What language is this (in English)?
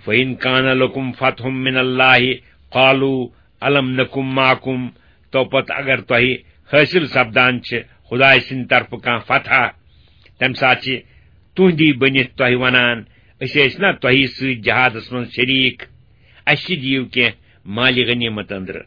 Kashmiri